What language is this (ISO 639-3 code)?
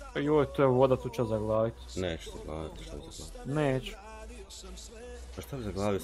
hrv